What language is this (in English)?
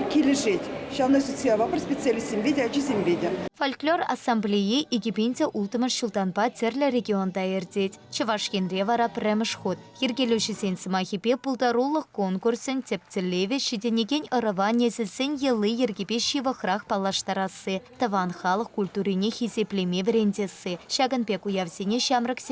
Chuvash